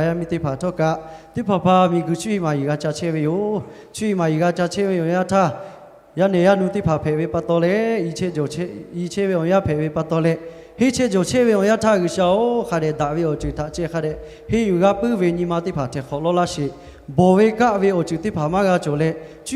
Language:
Lahu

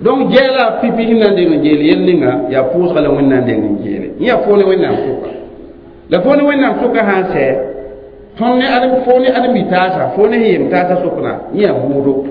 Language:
Mossi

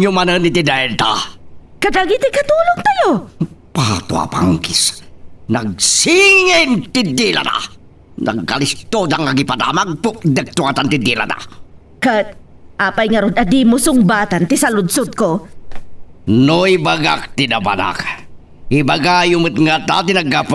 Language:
Iloko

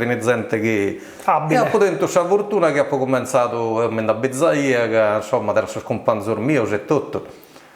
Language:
Sardinian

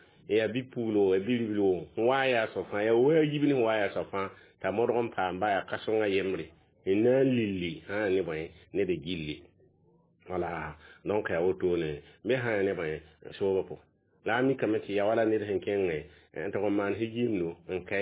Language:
Mossi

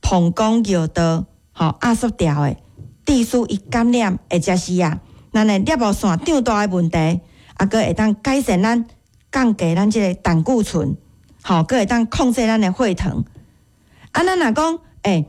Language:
Min Nan Chinese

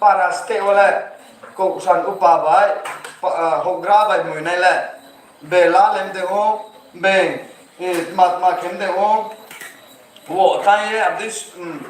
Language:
Riang (India)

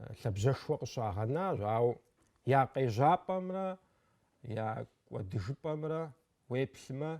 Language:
Kabardian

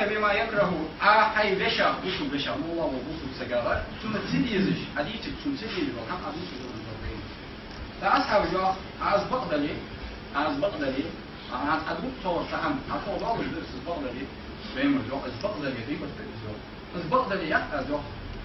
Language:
Ingush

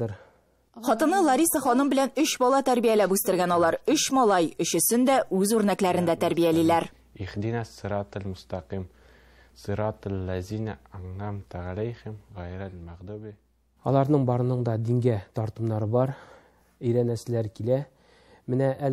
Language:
Tatar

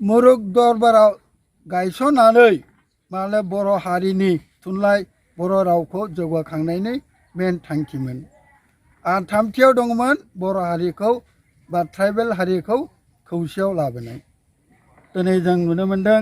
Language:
Bodo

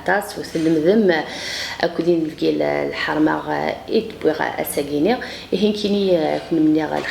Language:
Kabyle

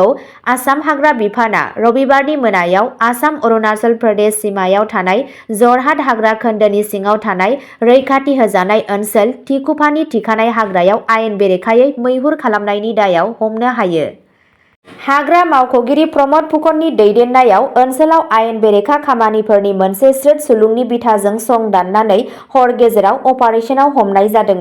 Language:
Bodo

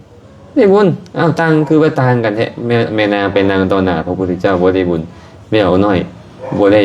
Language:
Lao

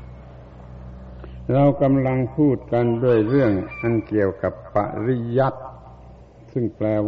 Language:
Thai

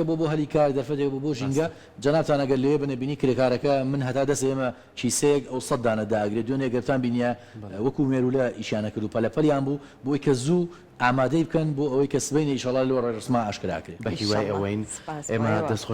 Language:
Central Kurdish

